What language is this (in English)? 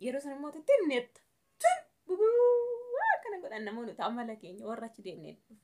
Oromo